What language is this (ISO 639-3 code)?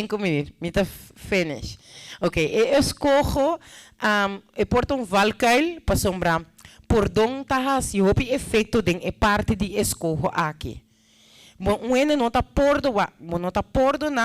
pap